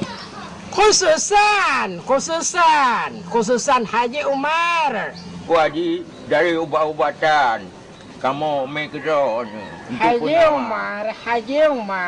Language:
Achinese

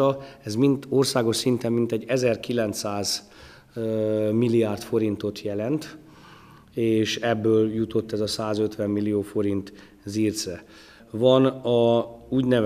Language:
Hungarian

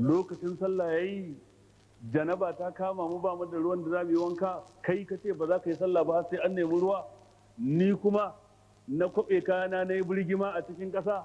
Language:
Hausa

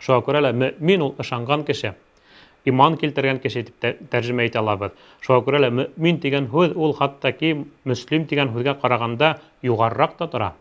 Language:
Bashkir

